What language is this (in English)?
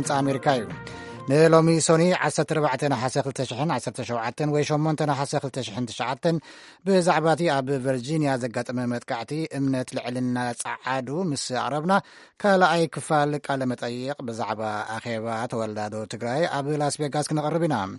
Tigrinya